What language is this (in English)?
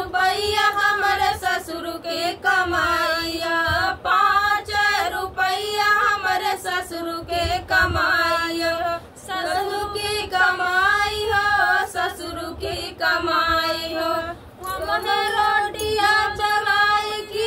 Bhojpuri